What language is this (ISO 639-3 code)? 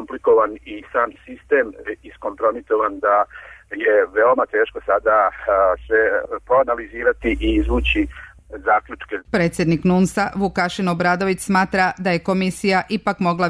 srp